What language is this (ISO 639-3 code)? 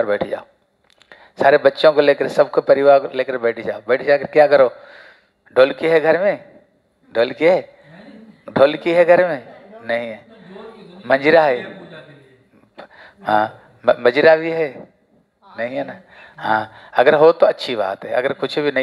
hin